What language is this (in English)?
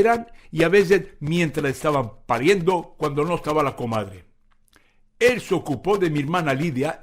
Ladino